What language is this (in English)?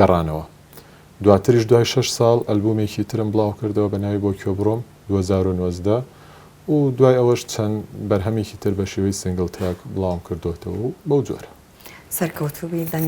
Central Kurdish